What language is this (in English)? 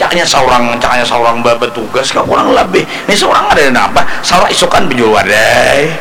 Banjar